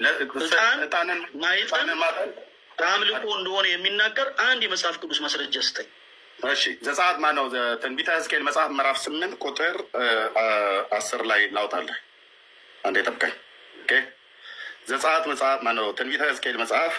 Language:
Amharic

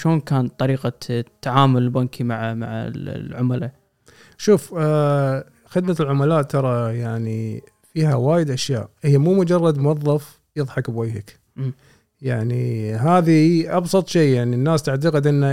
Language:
Gulf Arabic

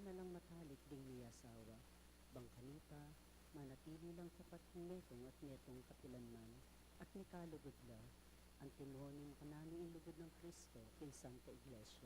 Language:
Pampanga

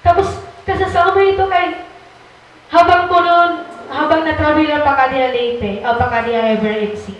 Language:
Waray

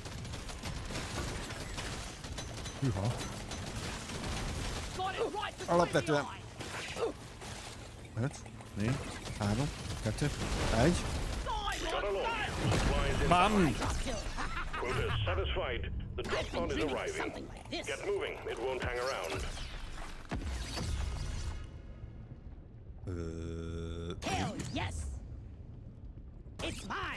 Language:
Hungarian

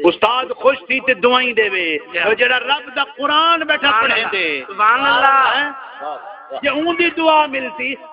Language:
Saraiki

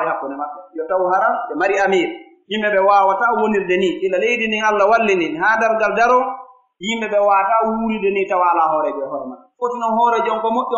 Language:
Pular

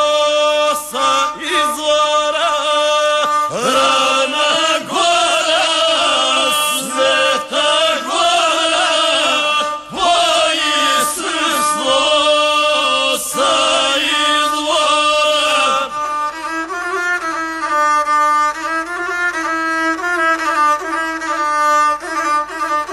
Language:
Serbian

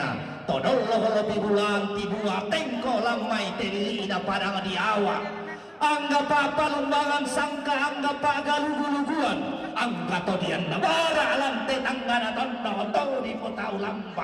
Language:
Toraja-Sa'dan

